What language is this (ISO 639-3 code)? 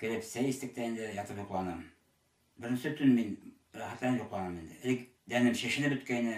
bak